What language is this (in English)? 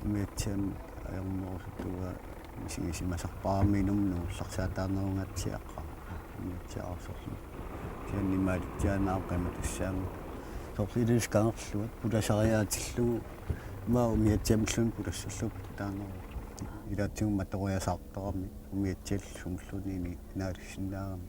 Kalaallisut